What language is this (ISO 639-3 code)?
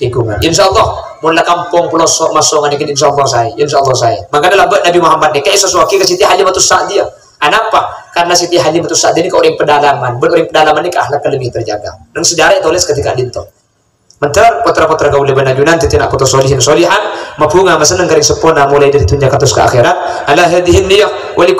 mad